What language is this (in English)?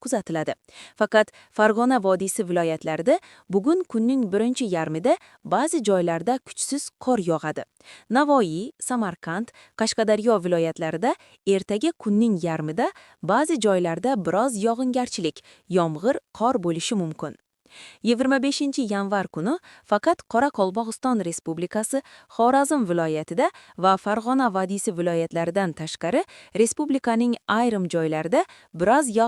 Uzbek